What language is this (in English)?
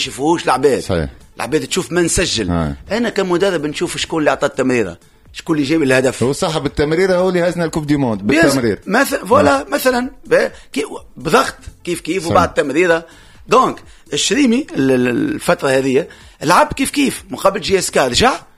Tunisian Arabic